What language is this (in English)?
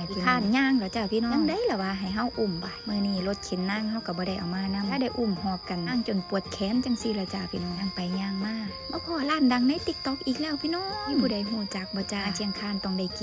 Northeastern Thai